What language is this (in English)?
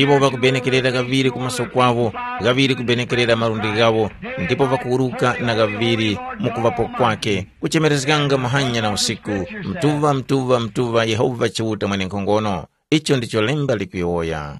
Tumbuka